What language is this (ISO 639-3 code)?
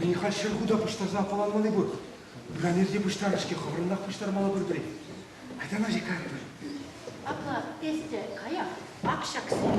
chv